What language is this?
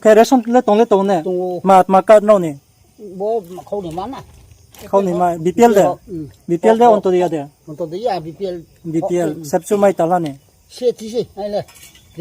Riang (India)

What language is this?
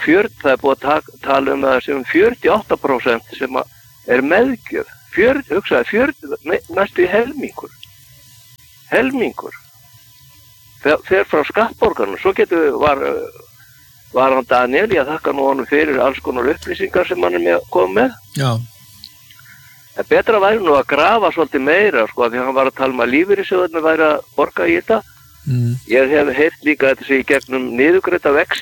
Icelandic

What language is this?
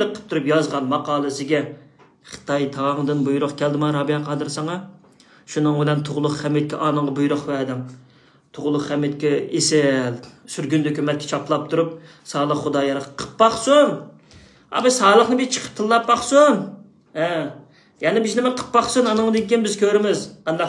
Uyghur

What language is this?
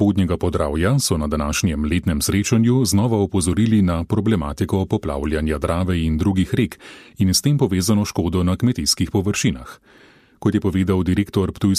Slovenian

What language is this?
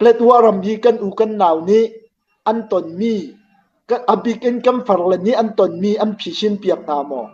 Hakha Chin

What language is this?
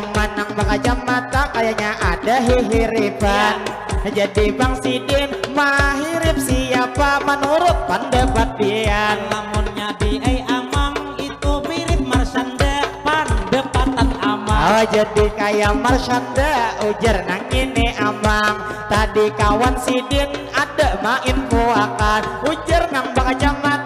Banjar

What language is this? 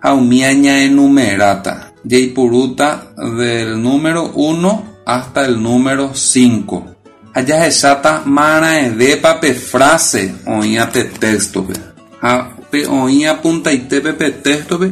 Guarani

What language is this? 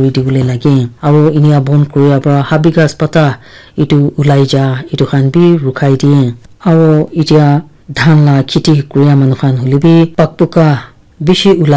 Naga Pidgin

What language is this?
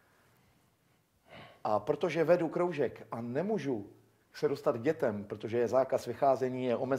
Czech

